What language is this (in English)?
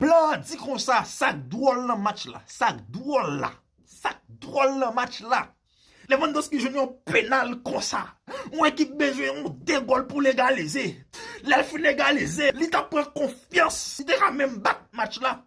Haitian Creole